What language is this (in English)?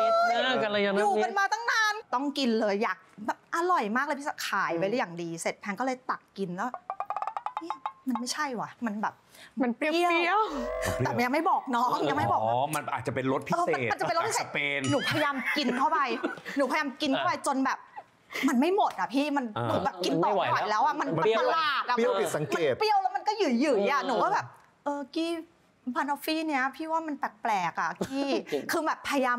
Thai